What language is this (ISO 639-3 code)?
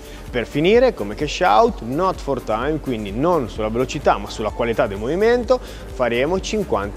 ita